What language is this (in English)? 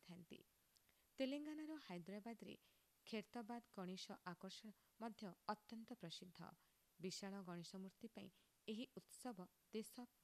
Odia